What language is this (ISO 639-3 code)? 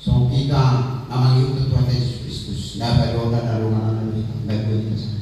bbc